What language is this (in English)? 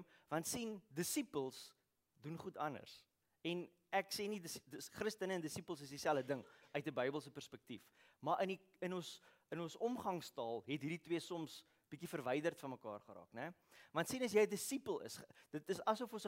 Afrikaans